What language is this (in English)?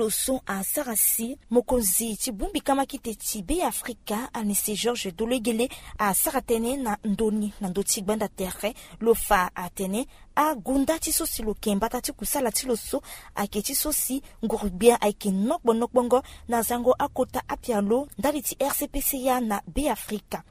Sango